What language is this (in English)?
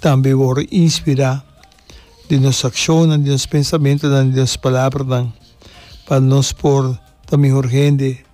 Papiamento